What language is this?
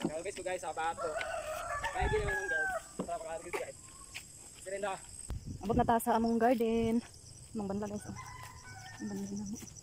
Cebuano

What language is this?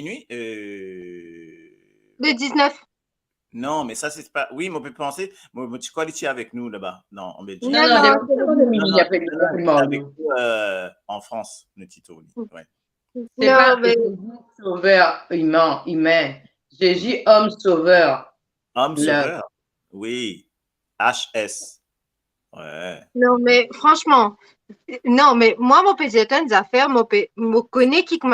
Morisyen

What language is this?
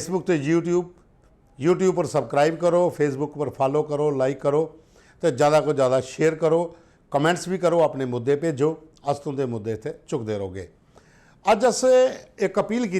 Dogri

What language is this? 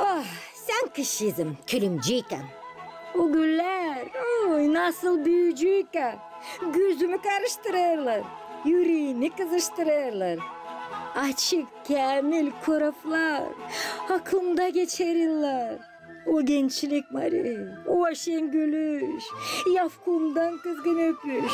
Gagauz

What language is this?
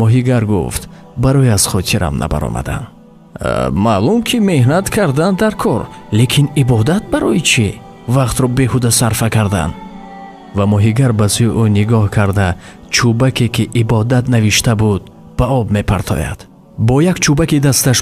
Tajik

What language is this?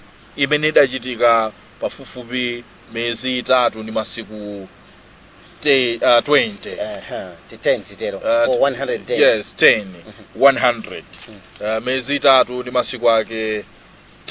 Nyanja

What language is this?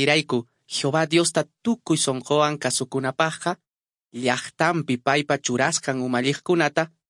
Quechua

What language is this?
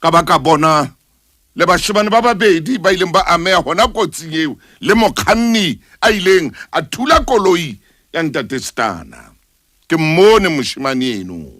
Southern Sotho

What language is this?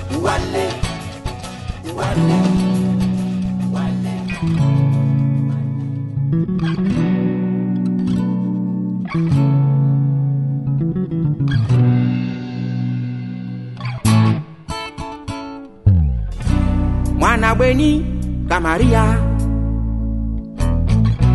Swahili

